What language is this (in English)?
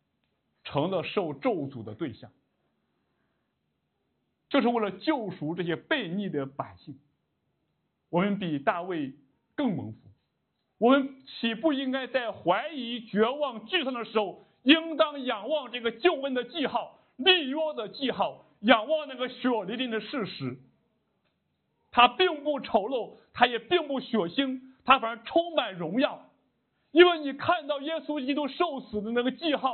Chinese